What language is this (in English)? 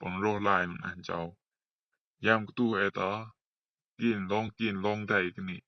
Rumai Palaung